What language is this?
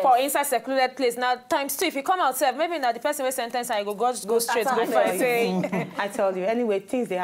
Nigerian Pidgin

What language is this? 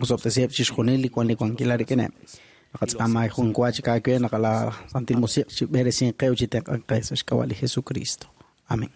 Kekchí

